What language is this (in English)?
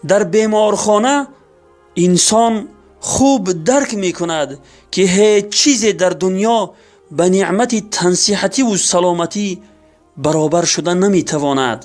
Tajik